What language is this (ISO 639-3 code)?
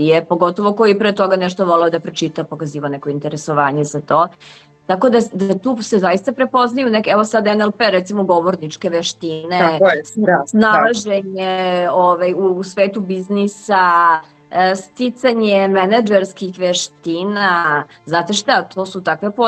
srp